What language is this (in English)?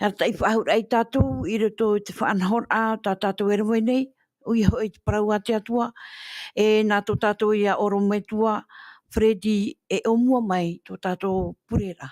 Tahitian